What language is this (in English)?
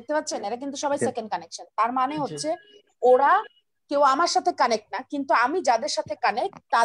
Bangla